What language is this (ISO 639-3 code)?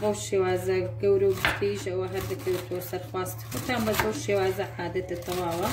ckb